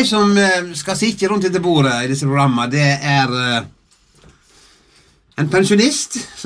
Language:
Norwegian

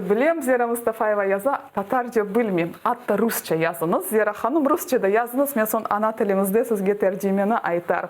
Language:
Crimean Tatar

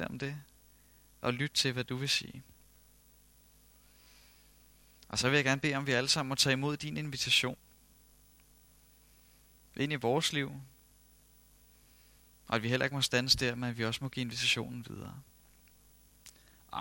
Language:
Danish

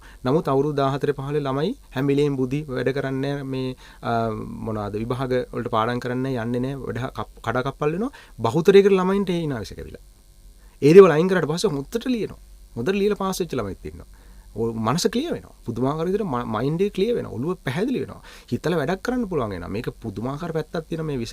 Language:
Sinhala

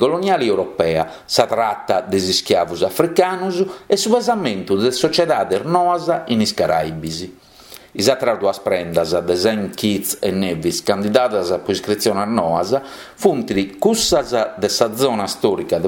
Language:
Sardinian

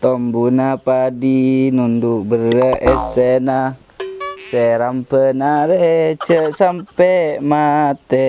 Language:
Madurese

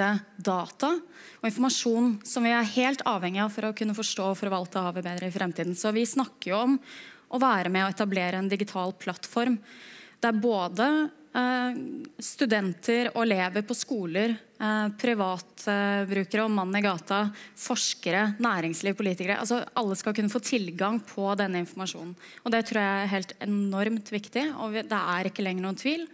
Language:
Norwegian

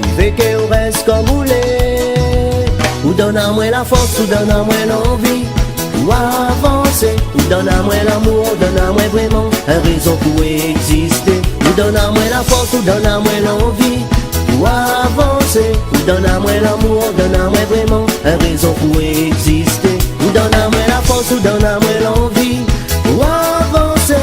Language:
Réunion Creole French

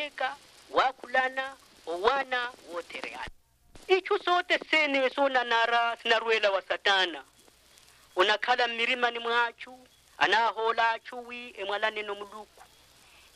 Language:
Makhuwa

